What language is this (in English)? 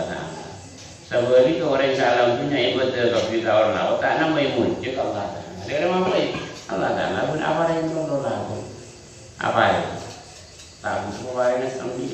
Madurese